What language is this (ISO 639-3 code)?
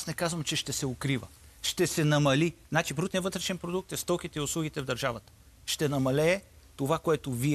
bul